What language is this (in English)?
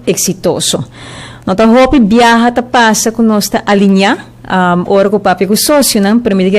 Papiamento